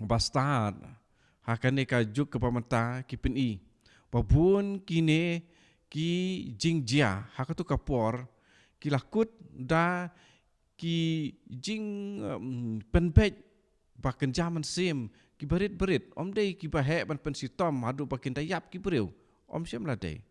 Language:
Khasi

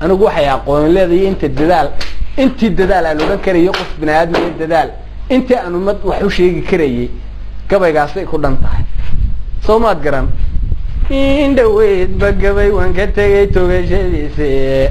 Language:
Somali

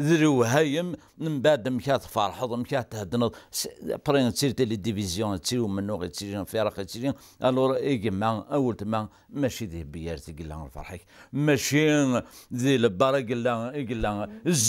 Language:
Kabyle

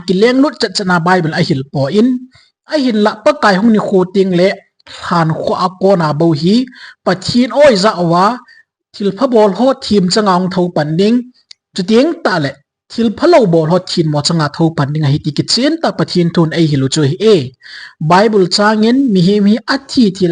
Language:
Thado Chin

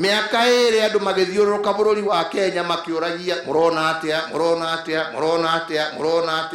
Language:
Kikuyu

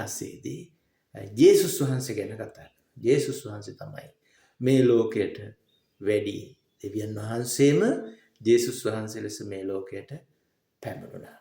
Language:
Sinhala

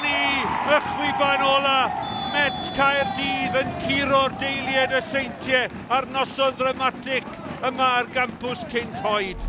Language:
Welsh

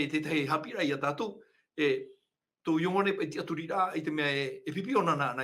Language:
Tahitian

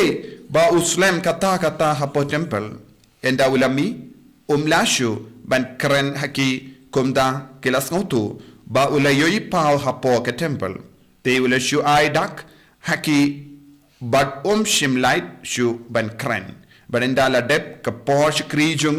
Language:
Khasi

